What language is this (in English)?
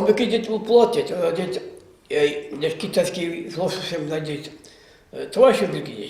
Chuvash